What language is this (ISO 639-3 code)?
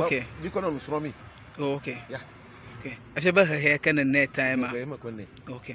ewe